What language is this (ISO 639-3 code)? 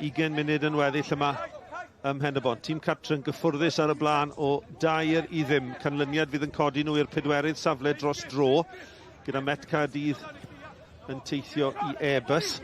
cym